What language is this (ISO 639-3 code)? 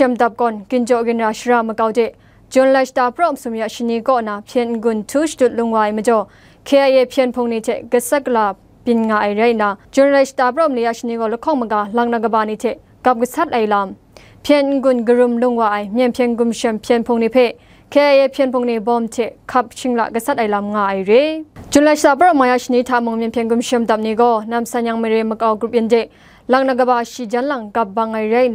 kac